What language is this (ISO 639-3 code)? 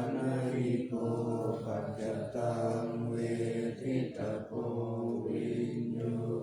pli